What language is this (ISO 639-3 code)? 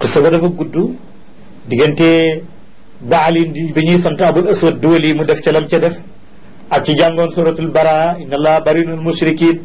wol